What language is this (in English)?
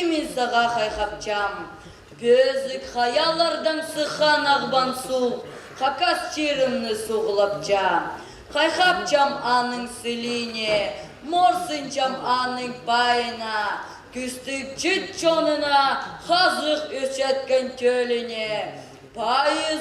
Khakas